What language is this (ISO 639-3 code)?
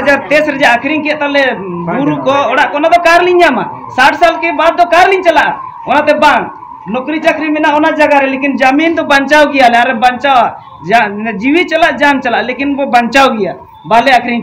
sat